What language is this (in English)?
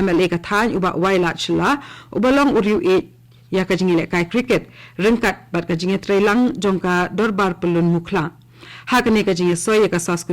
Khasi